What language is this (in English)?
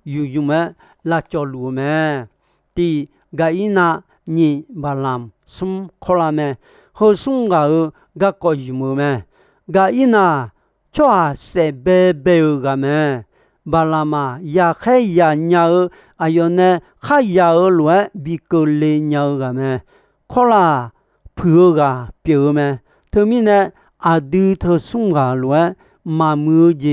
Akha